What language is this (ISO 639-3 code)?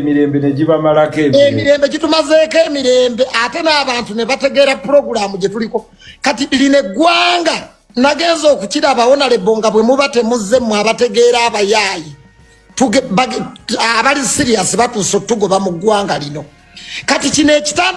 lug